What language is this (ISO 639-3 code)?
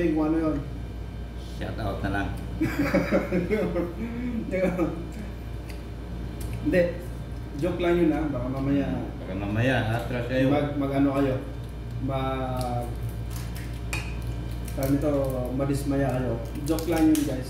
fil